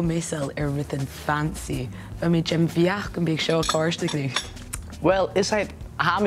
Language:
Scottish Gaelic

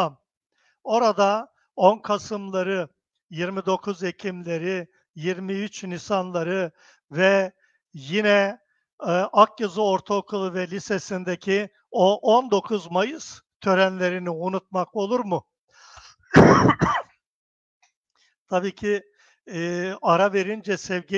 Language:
Turkish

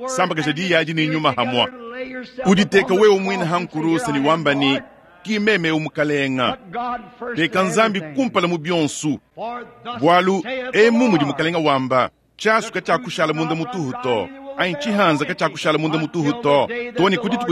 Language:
Luba-Lulua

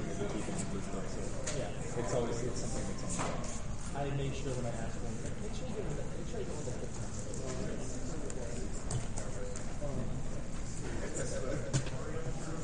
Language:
English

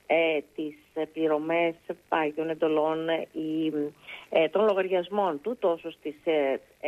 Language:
Greek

